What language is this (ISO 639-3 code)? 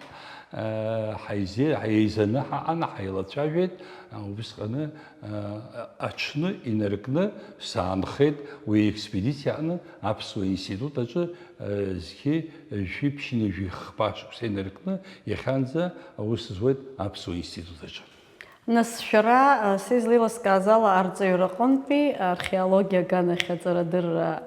abk